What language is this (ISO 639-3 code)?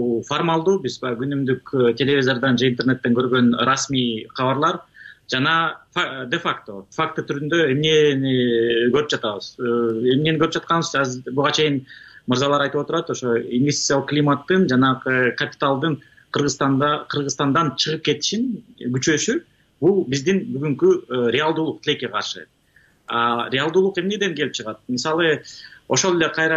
kir